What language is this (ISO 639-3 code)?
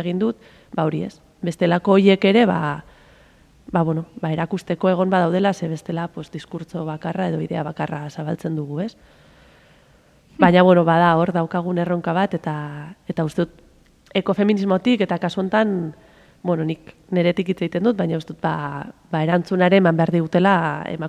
eus